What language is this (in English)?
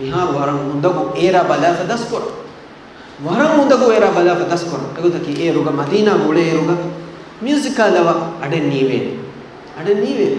Divehi